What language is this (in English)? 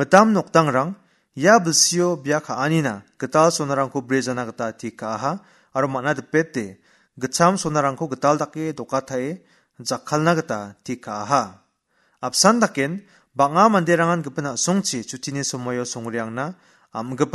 Garo